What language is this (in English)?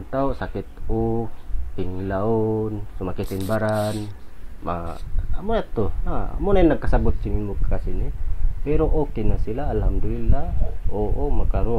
Tausug